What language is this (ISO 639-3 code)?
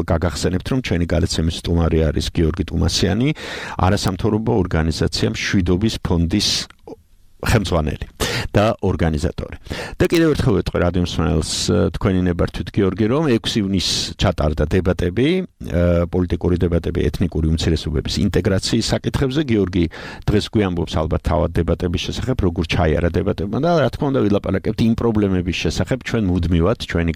kat